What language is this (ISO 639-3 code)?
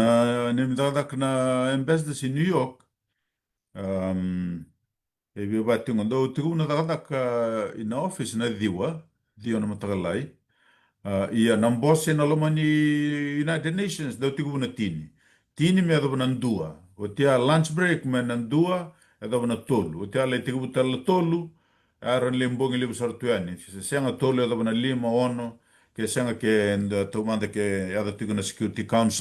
fij